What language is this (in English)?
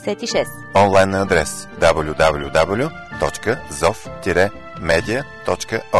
Bulgarian